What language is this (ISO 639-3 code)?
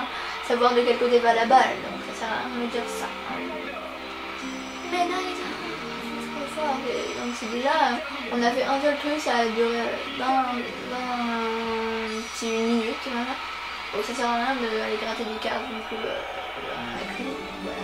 fra